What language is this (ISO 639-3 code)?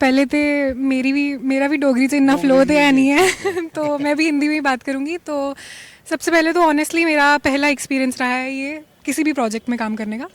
doi